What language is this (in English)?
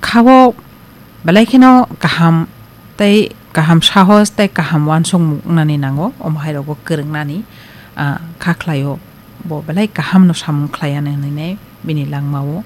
Kok Borok